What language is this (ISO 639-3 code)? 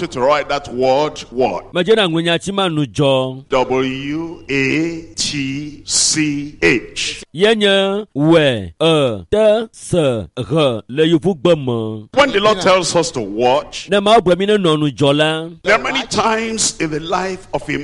ewe